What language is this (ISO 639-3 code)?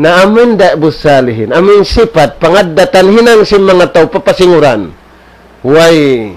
tsg